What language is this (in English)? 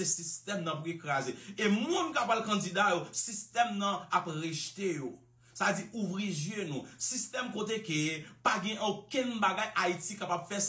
Haitian Creole